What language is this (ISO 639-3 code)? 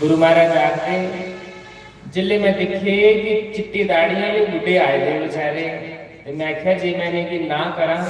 doi